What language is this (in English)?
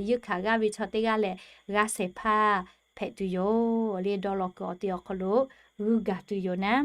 Lahu